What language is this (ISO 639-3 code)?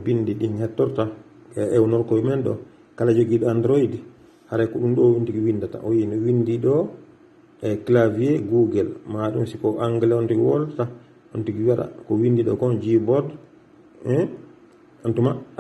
ful